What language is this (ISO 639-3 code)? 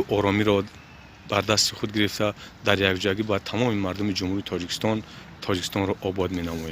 tgk